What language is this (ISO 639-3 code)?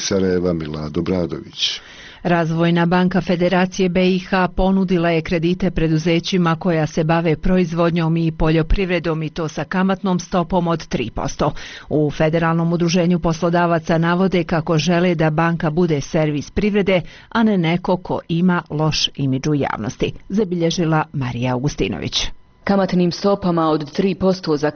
bos